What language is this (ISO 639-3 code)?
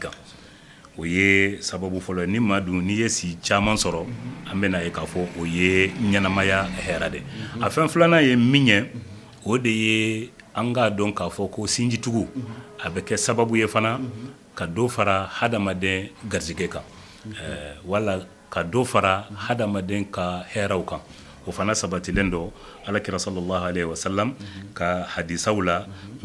bam